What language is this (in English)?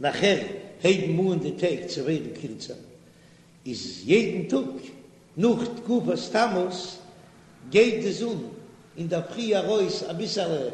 Yiddish